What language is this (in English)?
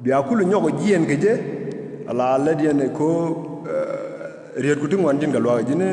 Nuer